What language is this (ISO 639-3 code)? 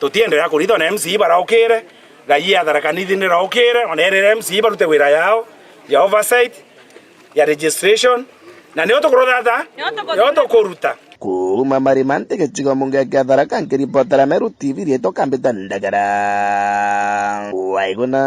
mer